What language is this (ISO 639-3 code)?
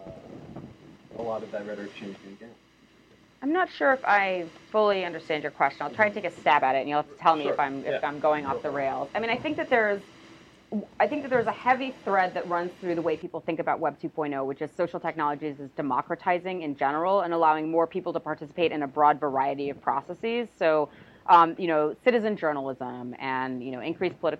eng